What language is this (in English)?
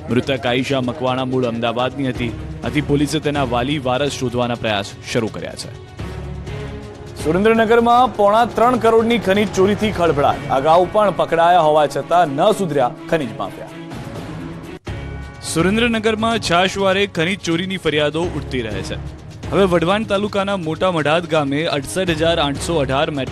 Gujarati